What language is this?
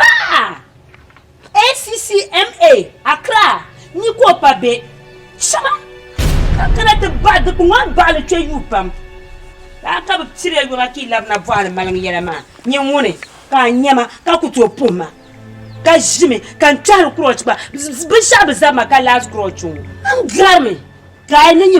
Dagbani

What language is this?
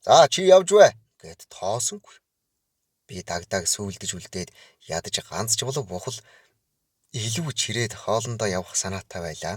Mongolian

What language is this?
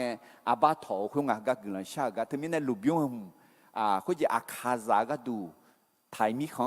Akha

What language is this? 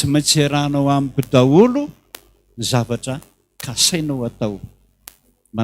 Malagasy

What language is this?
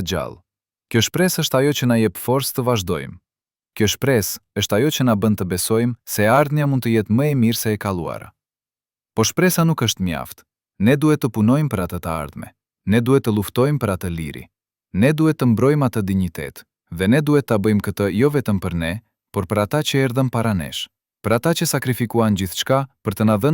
Albanian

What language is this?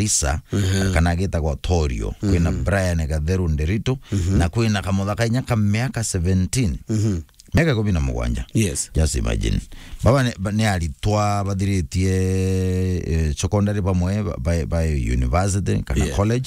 Meru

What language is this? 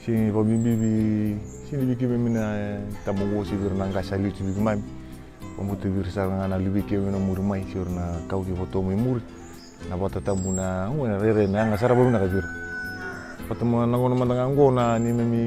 Fijian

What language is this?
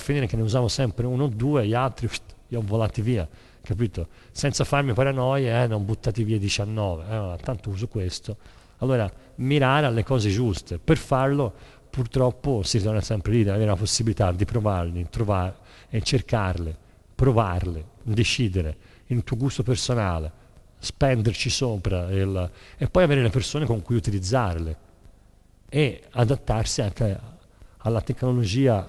Italian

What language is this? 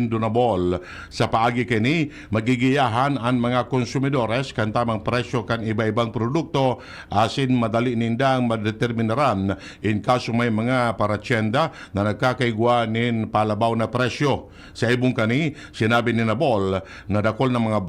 Bikol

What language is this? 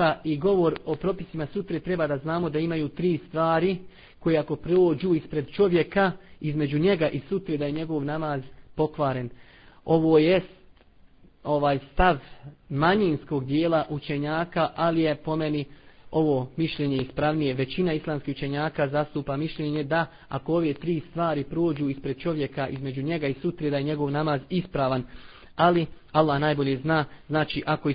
Bosnian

